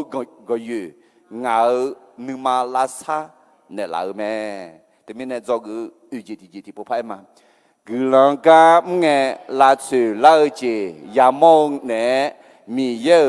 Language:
Akha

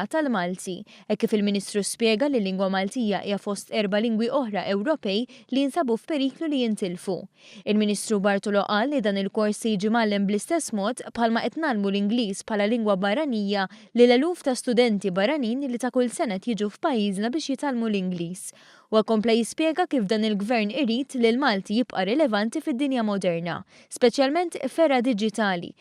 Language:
Maltese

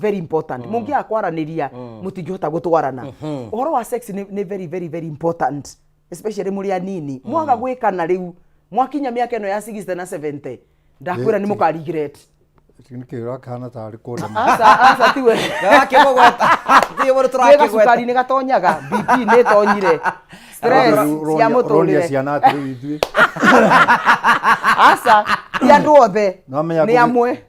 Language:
Kikuyu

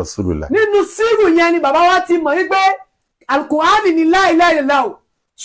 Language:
Yoruba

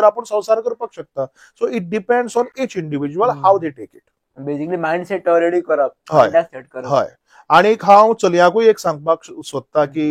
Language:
Konkani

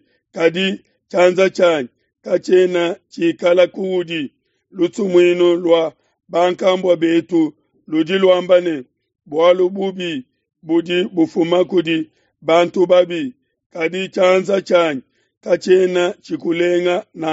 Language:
Luba-Lulua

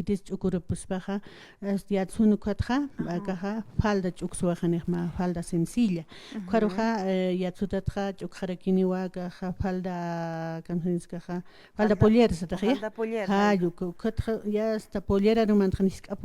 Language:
Aymara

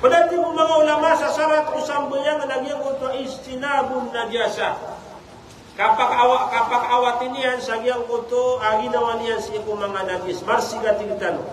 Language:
Maranao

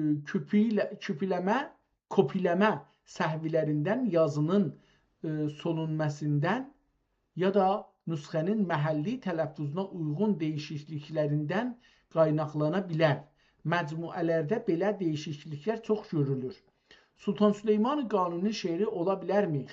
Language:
South Azerbaijani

